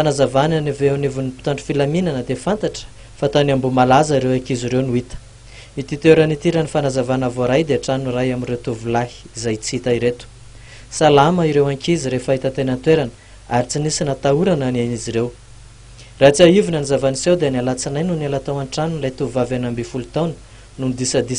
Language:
Malagasy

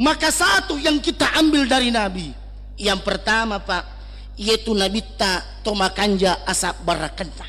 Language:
Buginese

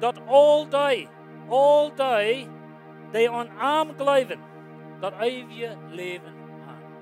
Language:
Plautdietsch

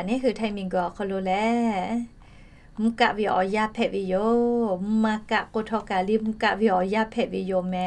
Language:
Lahu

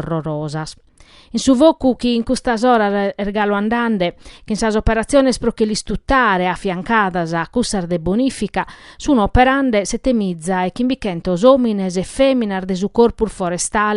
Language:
Sardinian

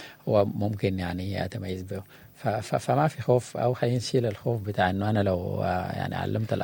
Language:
Sudanese Arabic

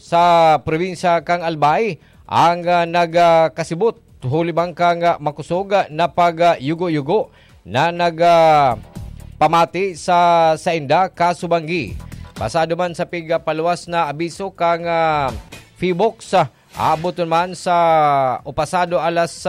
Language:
Bikol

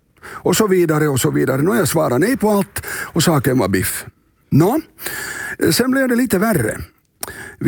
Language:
Swedish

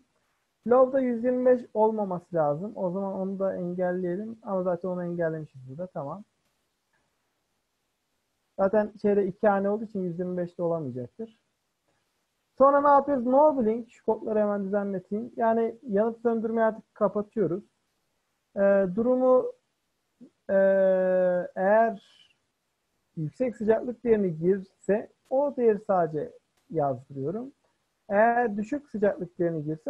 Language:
Turkish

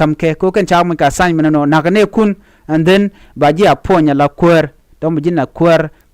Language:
Nuer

